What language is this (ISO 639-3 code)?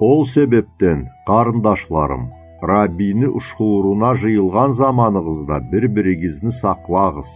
krc